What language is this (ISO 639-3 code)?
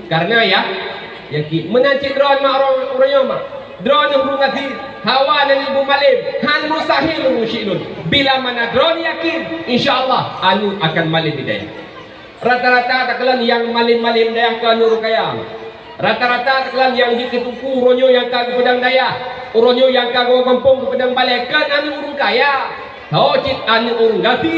ace